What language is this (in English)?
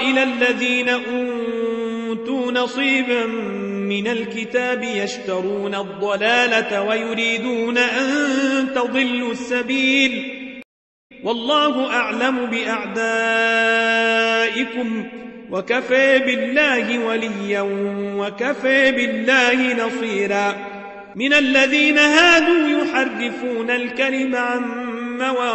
Arabic